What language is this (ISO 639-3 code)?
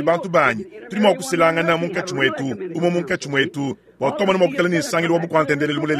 lua